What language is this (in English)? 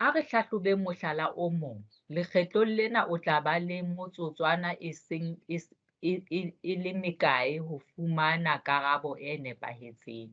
Southern Sotho